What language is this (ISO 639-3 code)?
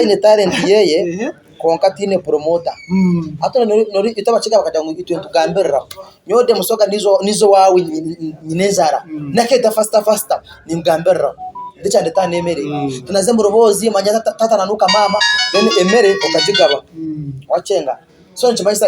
nyn